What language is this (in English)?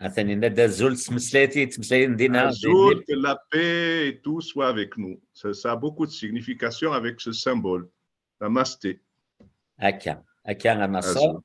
Kabyle